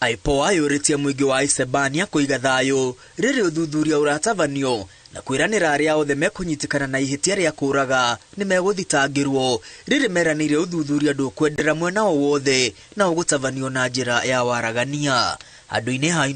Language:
Kikuyu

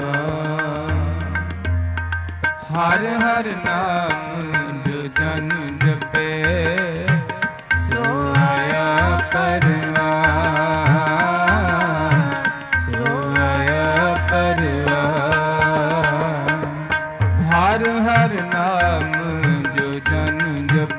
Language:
Punjabi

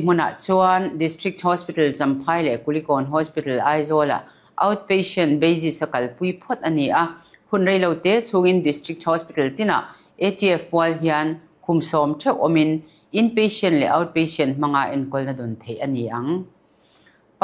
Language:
Mizo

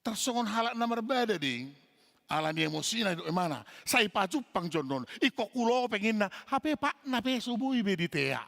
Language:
Batak Toba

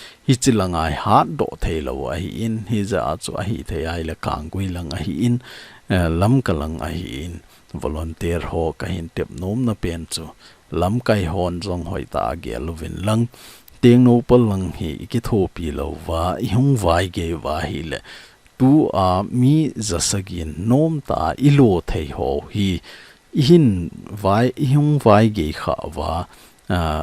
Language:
Thado Chin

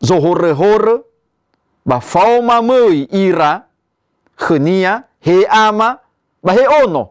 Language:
Nias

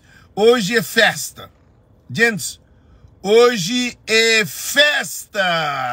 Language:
Kabuverdianu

